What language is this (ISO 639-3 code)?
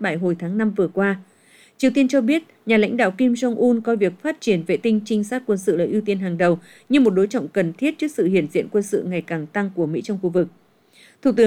vie